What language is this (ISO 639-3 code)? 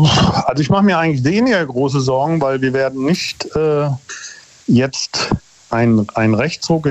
deu